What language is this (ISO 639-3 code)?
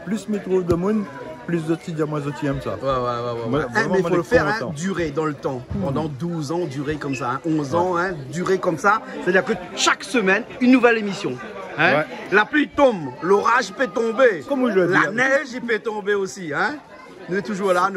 rcf